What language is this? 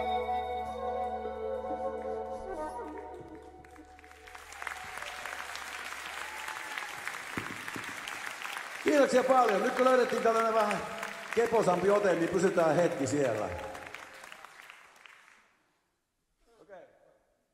Finnish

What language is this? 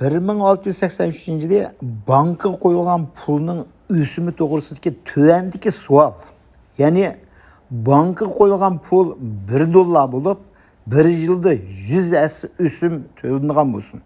Uyghur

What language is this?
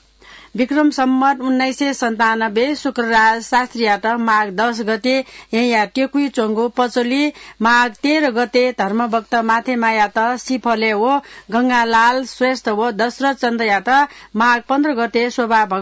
Newari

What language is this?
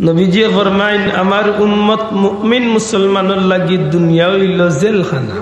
Sylheti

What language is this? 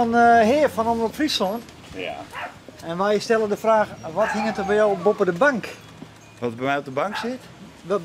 Western Frisian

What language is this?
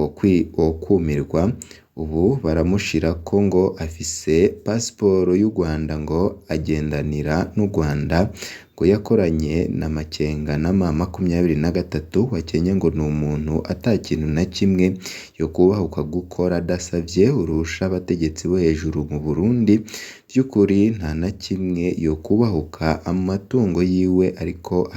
Rundi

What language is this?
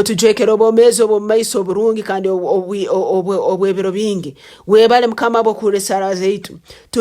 Nyankole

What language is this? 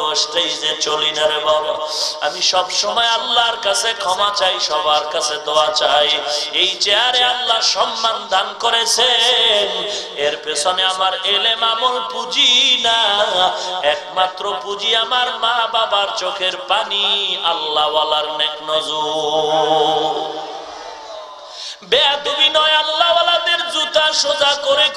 Bangla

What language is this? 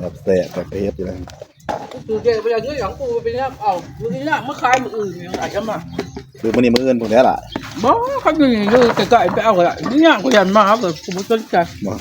Northeastern Thai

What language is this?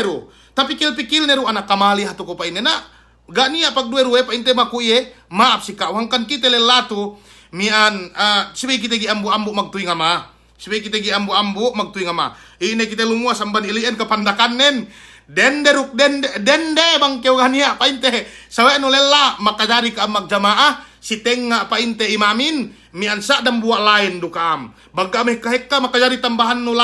Yakan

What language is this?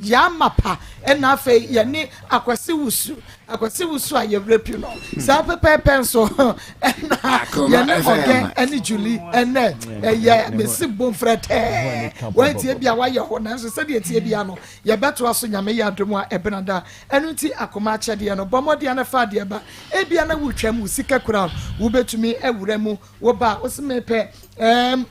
Akan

